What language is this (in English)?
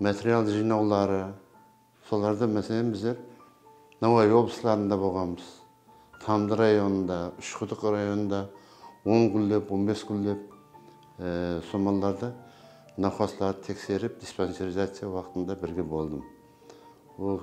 Kara-Kalpak